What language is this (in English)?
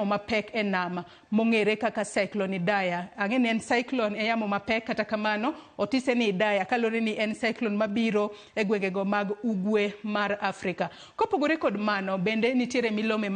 Luo (Kenya and Tanzania)